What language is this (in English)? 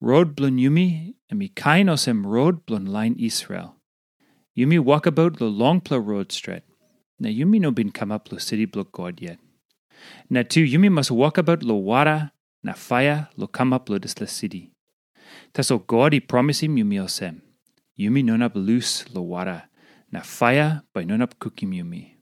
Tok Pisin